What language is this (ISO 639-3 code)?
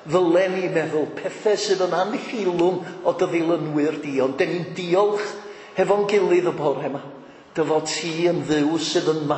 cym